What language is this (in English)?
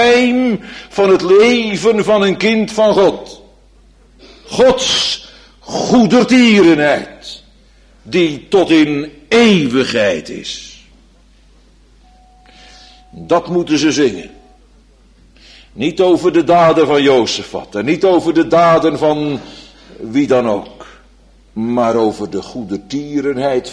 Dutch